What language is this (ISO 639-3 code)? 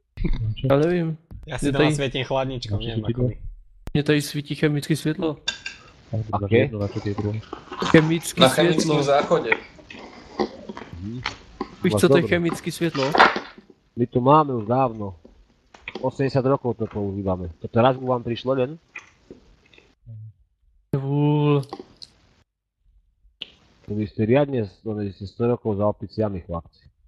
slk